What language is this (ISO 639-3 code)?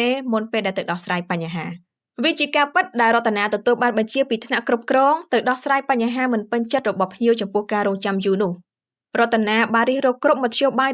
khm